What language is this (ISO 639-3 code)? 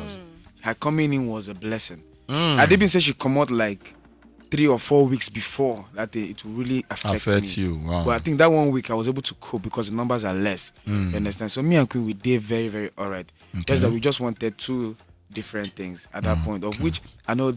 pcm